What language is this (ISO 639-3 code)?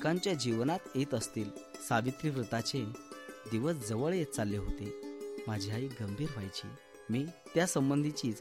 mar